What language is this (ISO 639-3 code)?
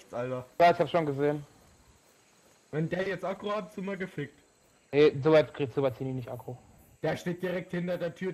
deu